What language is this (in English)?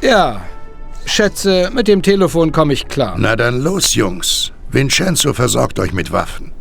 Bavarian